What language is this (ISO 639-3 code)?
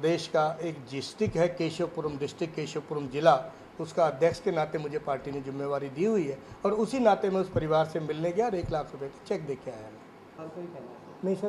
hin